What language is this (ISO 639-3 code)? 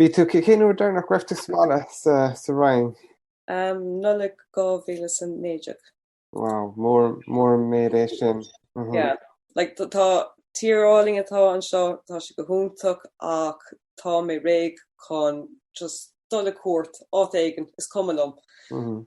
gle